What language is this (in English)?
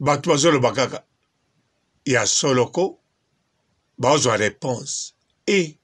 Lingala